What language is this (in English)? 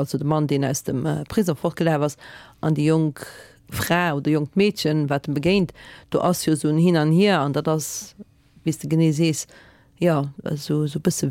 Luxembourgish